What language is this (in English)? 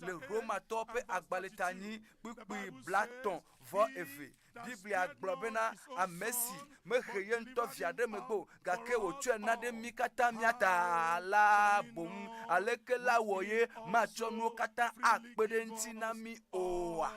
Ewe